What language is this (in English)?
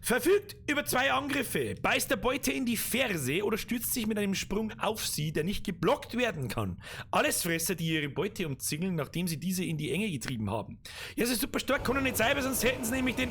Bavarian